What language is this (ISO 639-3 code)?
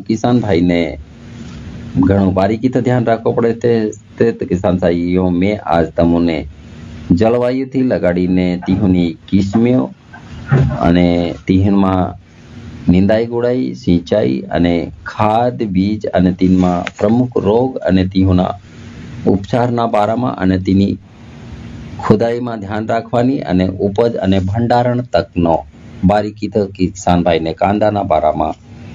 guj